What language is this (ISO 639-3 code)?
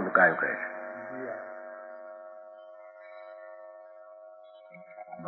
guj